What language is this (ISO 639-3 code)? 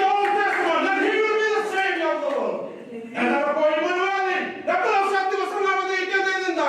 fij